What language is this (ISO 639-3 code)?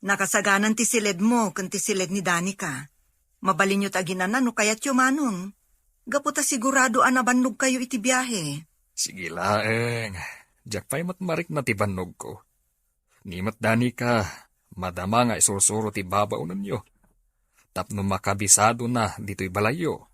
ilo